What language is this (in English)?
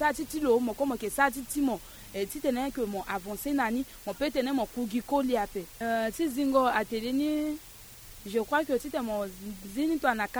Sango